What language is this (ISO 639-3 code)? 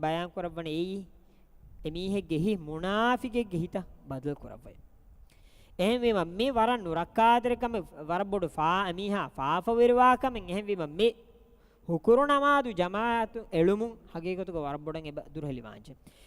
div